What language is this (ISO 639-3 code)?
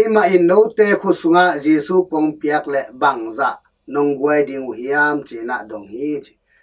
ctd